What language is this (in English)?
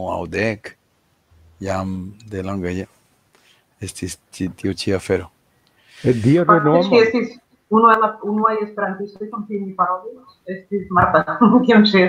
Esperanto